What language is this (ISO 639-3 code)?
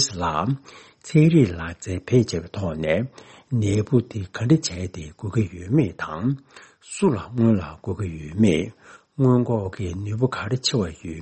bod